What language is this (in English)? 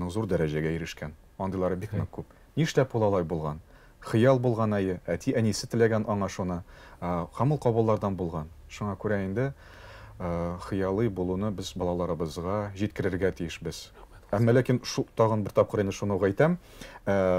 Tatar